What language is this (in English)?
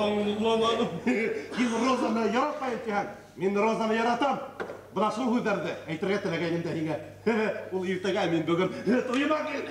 Bashkir